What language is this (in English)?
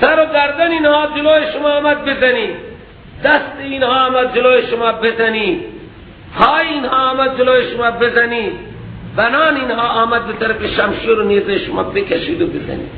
Persian